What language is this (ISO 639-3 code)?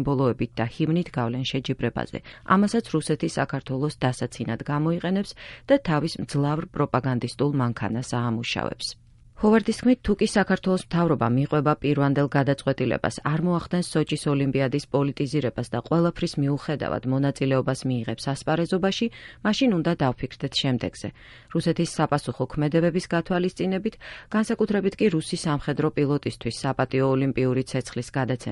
kat